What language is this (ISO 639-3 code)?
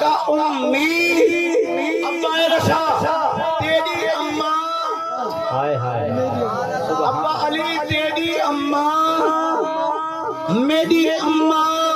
skr